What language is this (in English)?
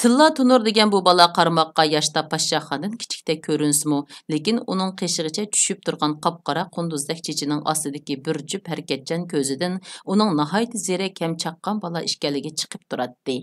Uyghur